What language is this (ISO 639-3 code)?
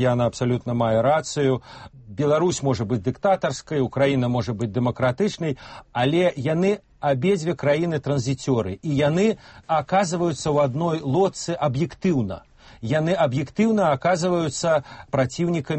bel